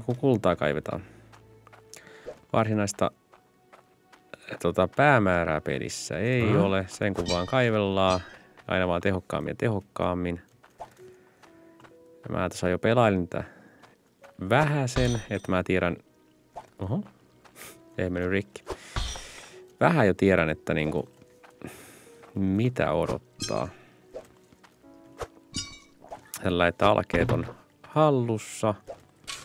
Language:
Finnish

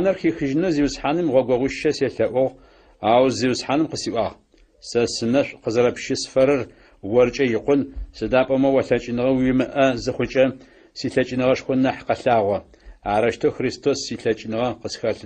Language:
Adyghe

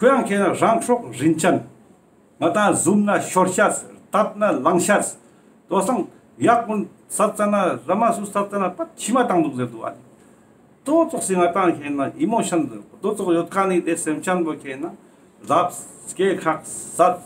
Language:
Ladakhi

